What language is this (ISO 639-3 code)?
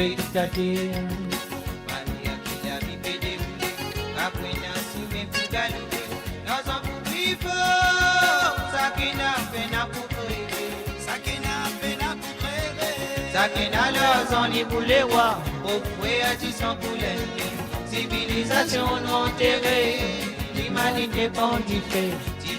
mfe